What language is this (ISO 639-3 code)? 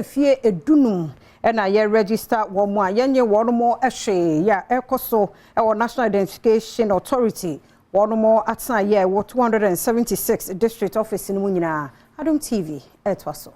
aka